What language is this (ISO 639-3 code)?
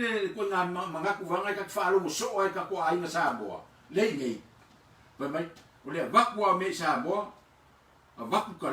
smo